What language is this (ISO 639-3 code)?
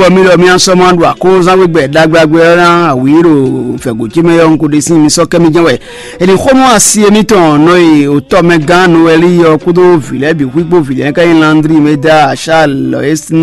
fon